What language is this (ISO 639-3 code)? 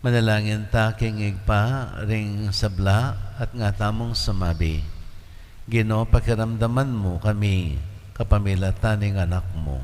pam